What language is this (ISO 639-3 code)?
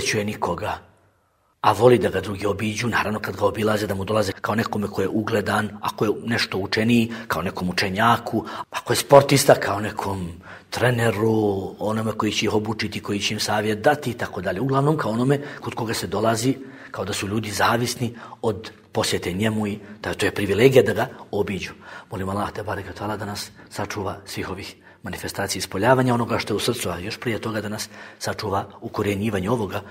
bos